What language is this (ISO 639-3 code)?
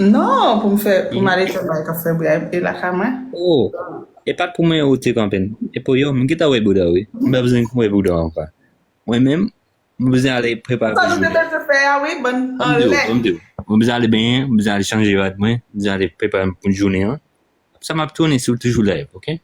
hat